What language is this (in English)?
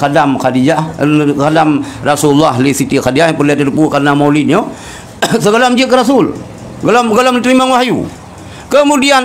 Achinese